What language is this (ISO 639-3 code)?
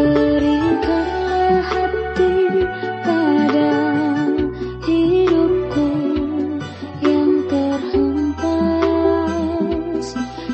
ind